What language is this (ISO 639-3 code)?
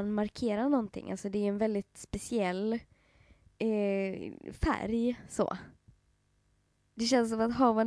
swe